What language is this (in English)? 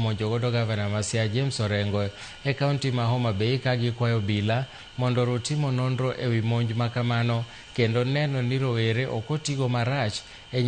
Luo (Kenya and Tanzania)